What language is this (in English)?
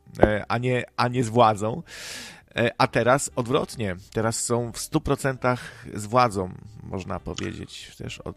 Polish